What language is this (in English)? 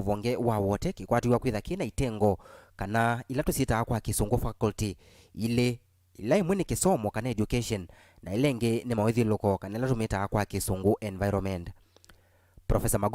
Kamba